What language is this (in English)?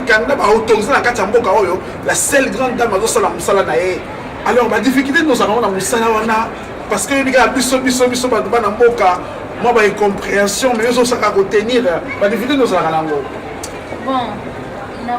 Lingala